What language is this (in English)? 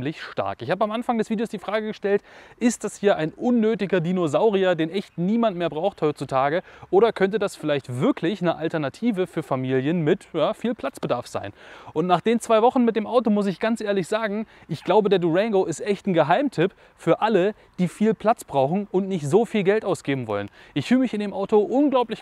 German